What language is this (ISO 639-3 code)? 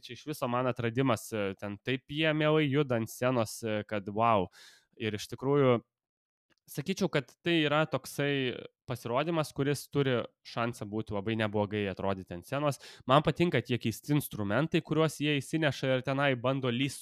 lit